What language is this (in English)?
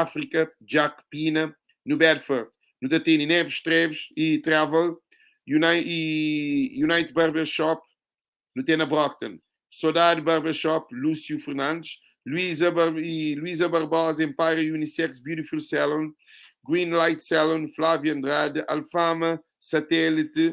Kabuverdianu